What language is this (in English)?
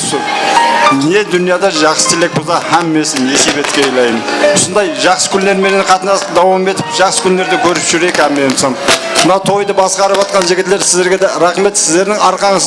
Kara-Kalpak